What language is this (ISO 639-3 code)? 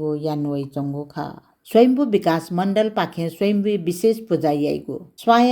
new